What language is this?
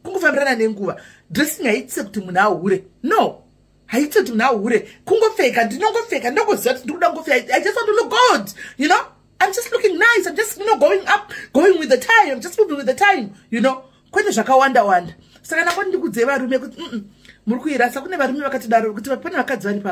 Shona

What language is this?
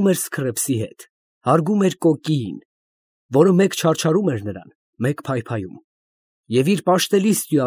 Armenian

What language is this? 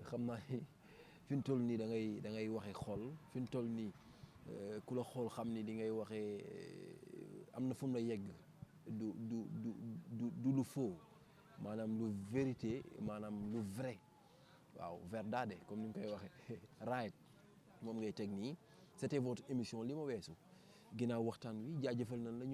Wolof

